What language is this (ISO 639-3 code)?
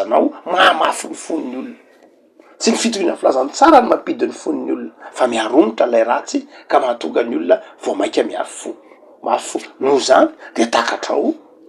mlg